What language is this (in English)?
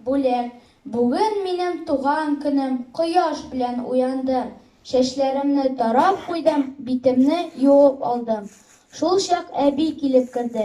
Tatar